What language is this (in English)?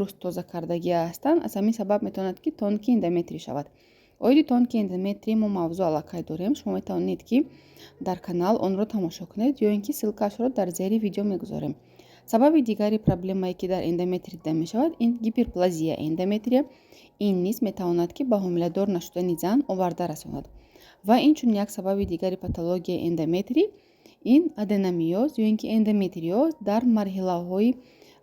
Tajik